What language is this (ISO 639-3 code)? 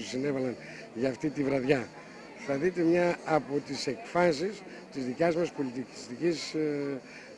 ell